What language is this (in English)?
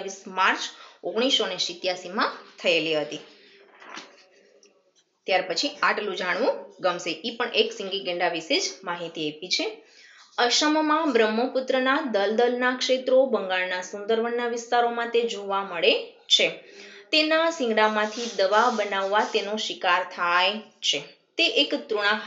Gujarati